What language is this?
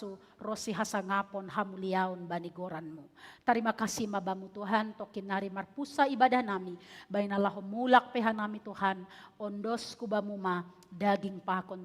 Batak Simalungun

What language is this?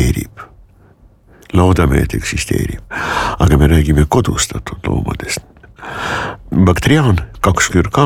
Estonian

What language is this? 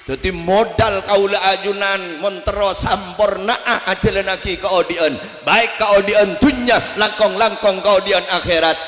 Madurese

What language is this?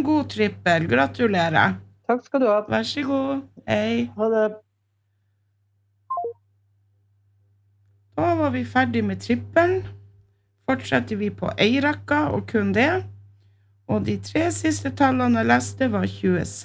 Norwegian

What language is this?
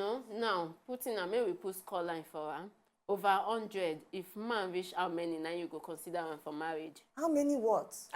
Nigerian Pidgin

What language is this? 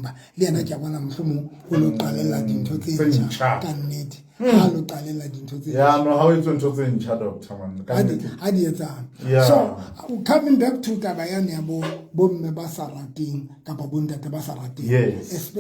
Southern Sotho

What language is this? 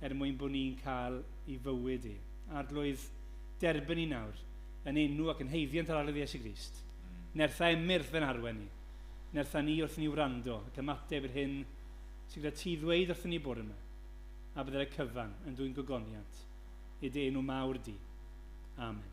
Welsh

